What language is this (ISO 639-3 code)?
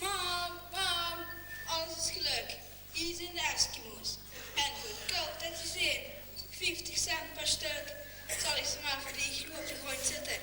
lim